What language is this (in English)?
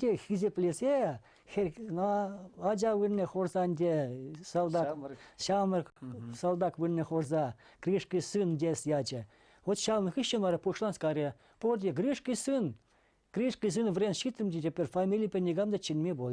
Chuvash